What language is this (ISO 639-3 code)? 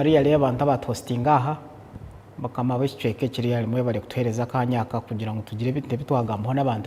nyn